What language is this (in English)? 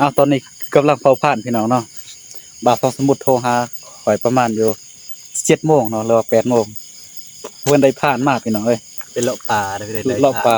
Northeastern Thai